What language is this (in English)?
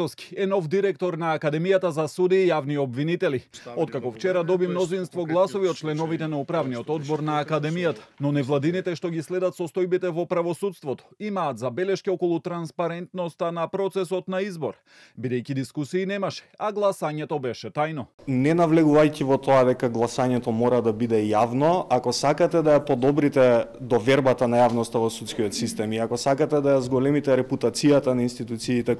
Macedonian